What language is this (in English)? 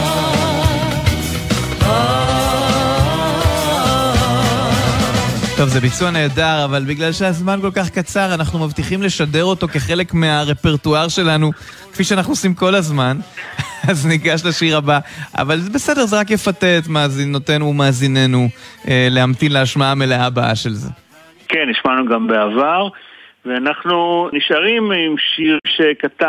Hebrew